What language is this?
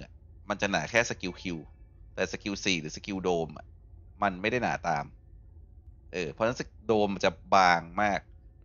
Thai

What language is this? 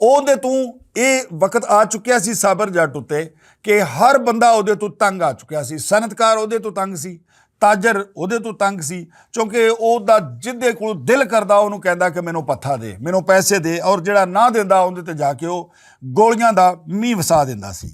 Western Panjabi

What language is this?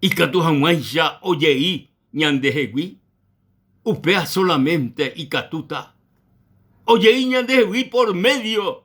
Guarani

